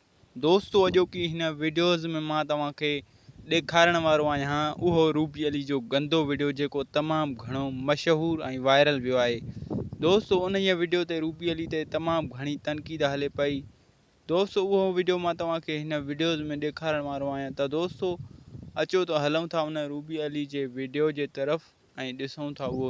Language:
Sindhi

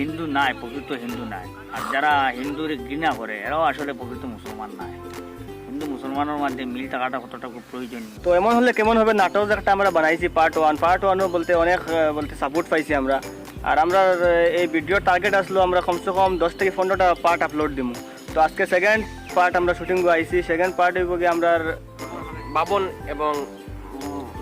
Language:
Sylheti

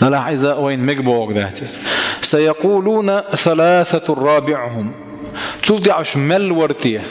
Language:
Chechen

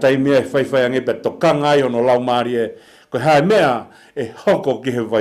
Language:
Tongan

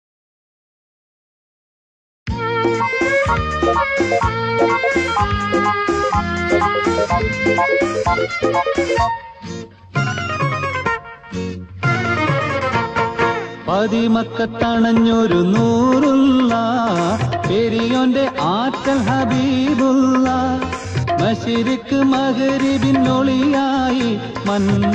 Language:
Malayalam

